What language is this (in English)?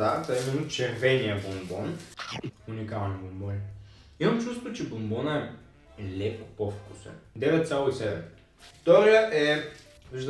Bulgarian